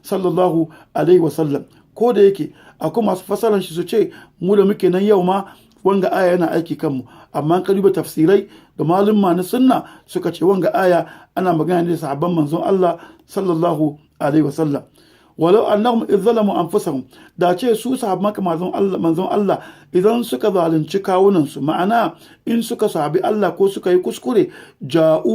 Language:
Hausa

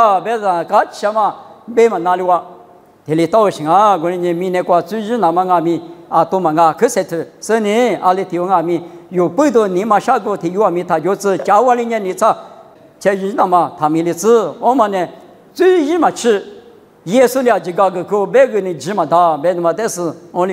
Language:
Lisu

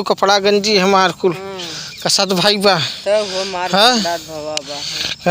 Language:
Awadhi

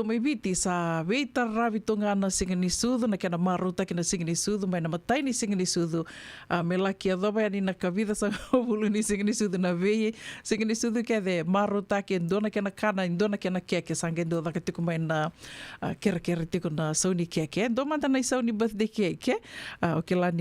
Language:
Fijian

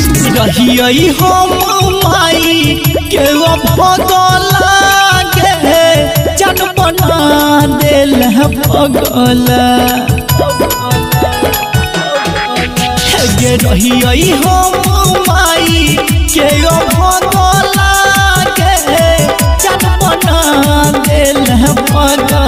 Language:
Bhojpuri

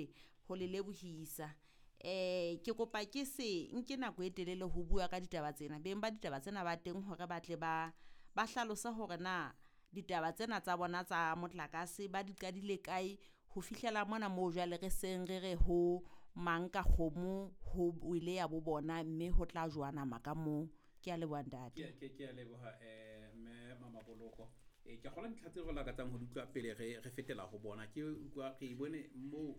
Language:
Southern Sotho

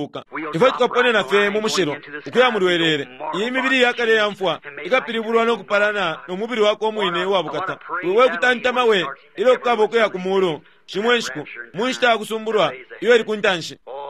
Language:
Bemba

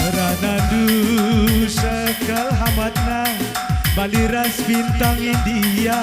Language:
Batak Karo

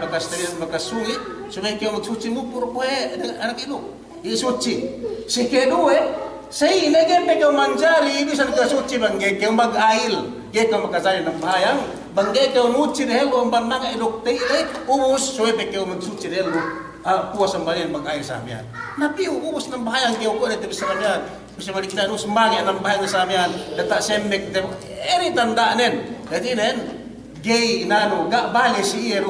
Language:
Yakan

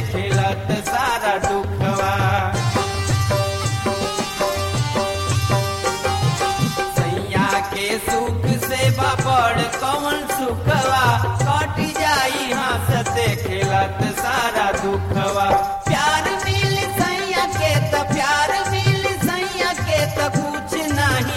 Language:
Bhojpuri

